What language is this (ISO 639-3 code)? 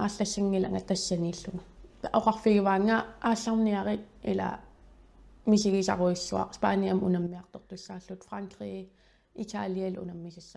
kal